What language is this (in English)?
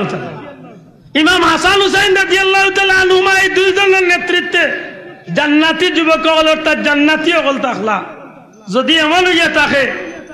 Sylheti